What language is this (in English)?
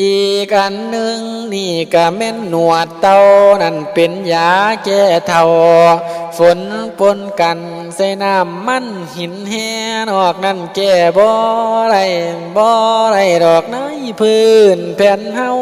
Lao